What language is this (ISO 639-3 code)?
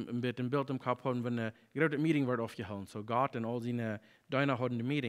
pdt